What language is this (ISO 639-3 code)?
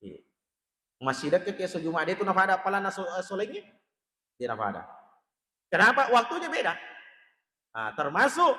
bug